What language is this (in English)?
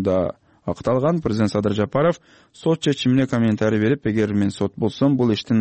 Kyrgyz